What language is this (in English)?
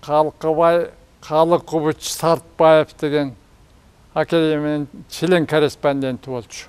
Kyrgyz